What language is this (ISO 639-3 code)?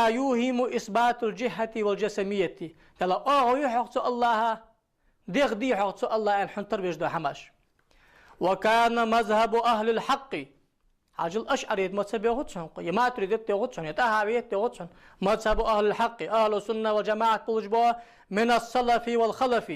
inh